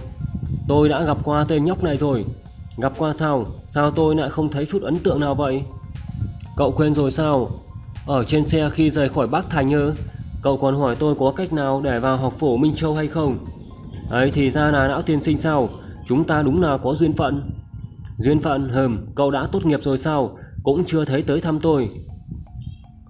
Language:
Vietnamese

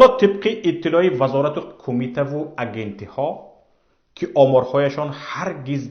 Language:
Tajik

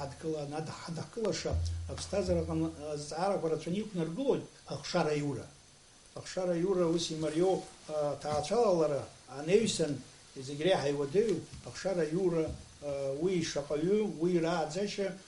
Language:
Abkhazian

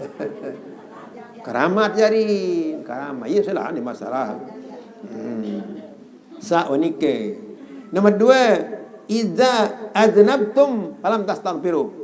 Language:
Sasak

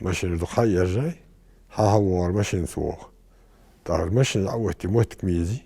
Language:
Ingush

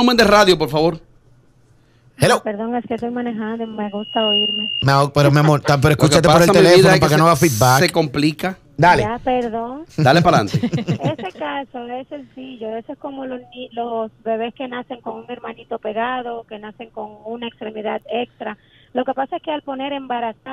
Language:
Spanish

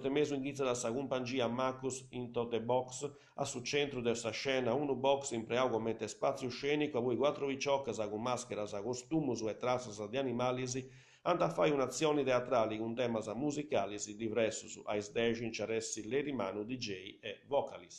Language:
Sardinian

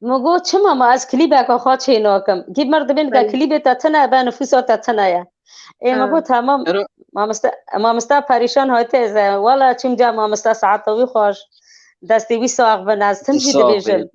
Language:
Kurdish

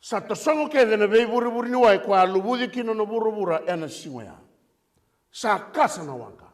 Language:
Fijian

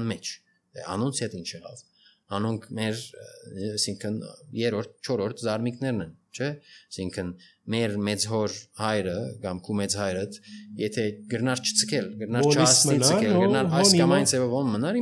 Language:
Armenian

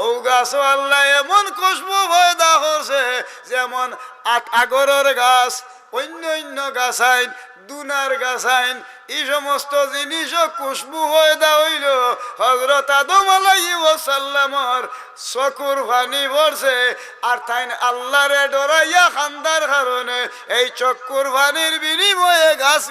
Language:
Sylheti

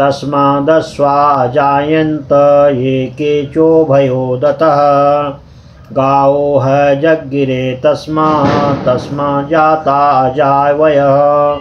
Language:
Sanskrit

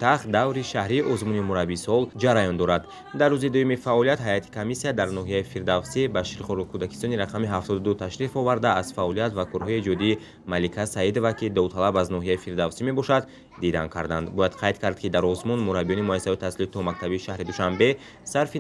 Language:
Tajik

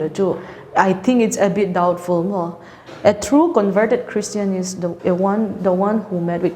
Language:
Paite Chin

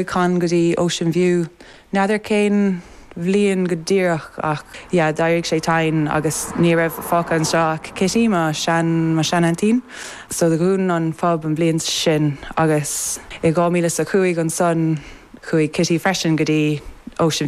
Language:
Irish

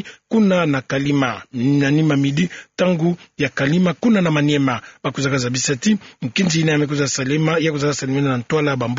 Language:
Kituba (Democratic Republic of Congo)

